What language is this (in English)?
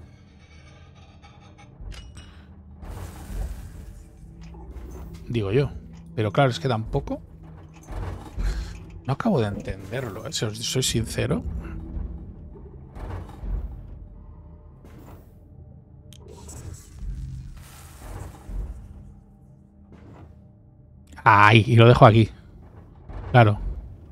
Spanish